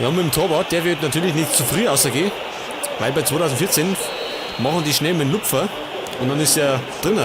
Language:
Bavarian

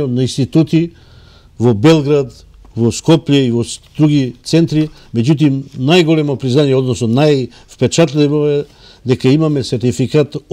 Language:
Macedonian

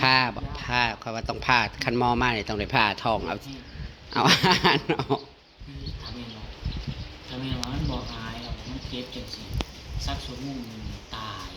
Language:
Northeastern Thai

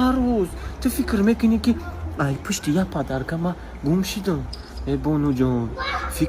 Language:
Tajik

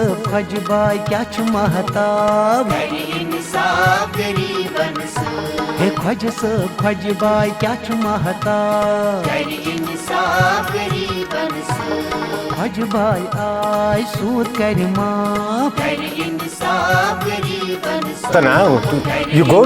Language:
Kashmiri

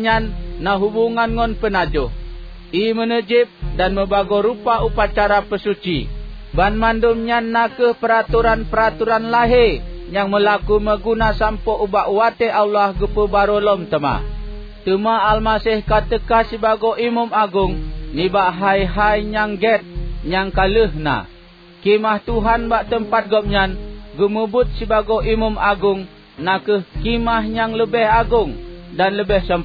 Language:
Achinese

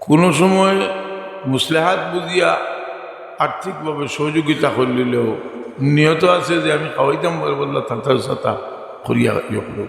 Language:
Sylheti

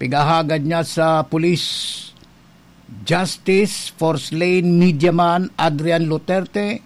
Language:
Bikol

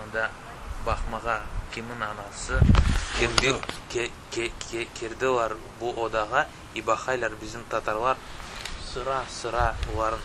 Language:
Crimean Tatar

